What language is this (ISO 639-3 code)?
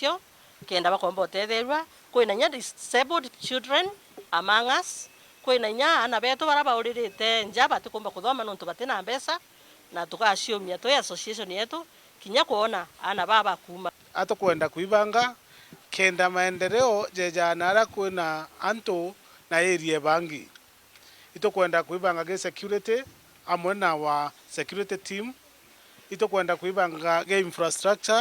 mer